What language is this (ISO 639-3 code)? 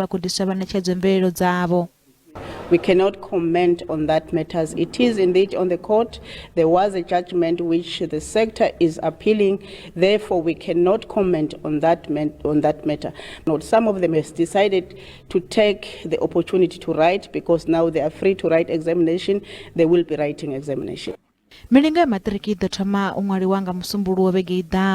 ven